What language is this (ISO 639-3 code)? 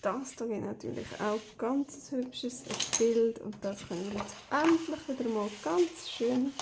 gsw